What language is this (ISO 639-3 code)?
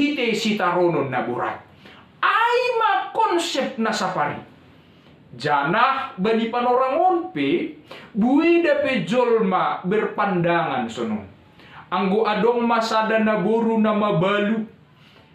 bts